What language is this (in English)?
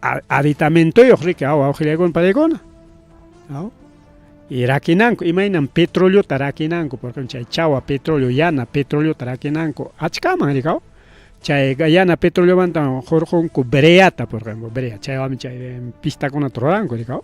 Ayacucho Quechua